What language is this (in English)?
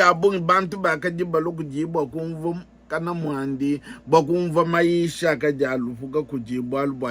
Luba-Lulua